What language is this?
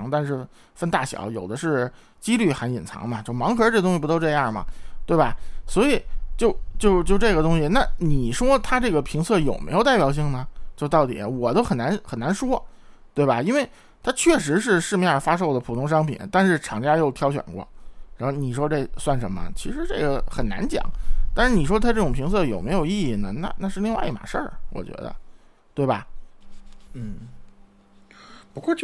Chinese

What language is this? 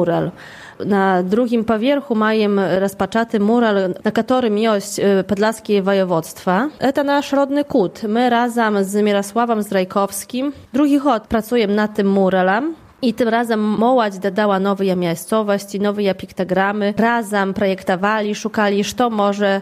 Belarusian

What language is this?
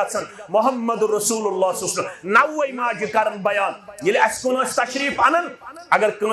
Kashmiri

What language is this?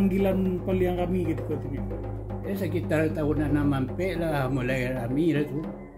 Minangkabau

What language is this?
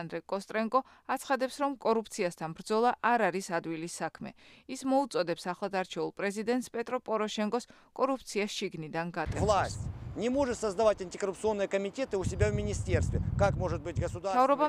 Georgian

